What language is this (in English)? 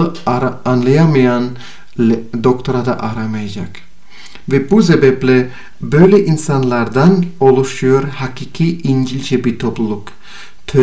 Turkish